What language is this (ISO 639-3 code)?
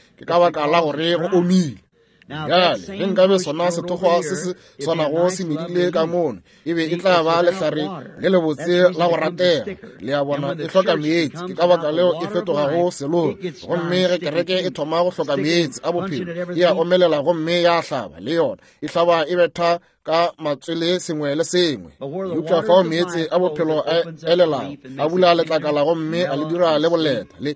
nso